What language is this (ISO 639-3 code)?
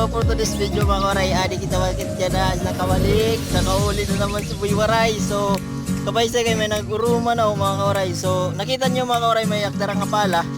war